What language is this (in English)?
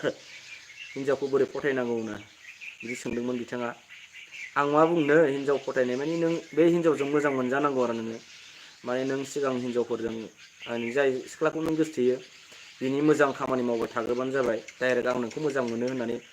Bodo